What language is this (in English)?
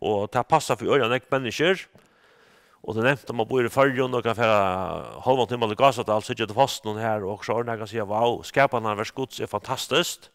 Faroese